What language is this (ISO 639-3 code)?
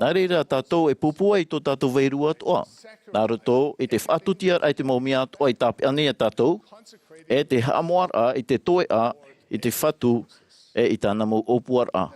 tah